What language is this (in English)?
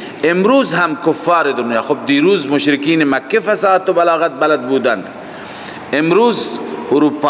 Persian